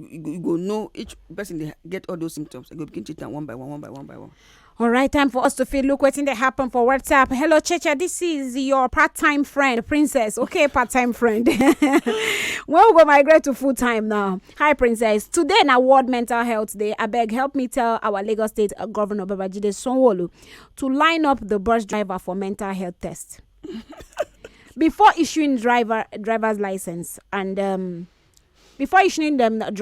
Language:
Nigerian Pidgin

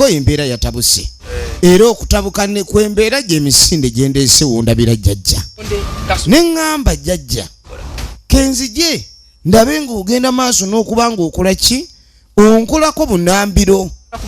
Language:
Ganda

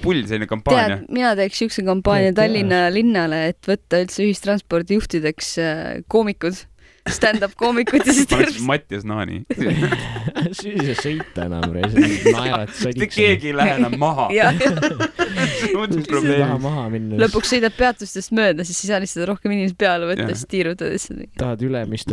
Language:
Estonian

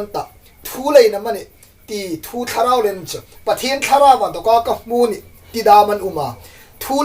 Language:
Hmar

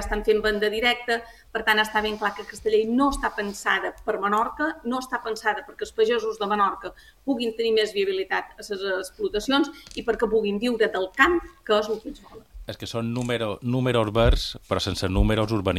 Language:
Catalan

